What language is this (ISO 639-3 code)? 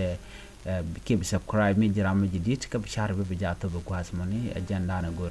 nus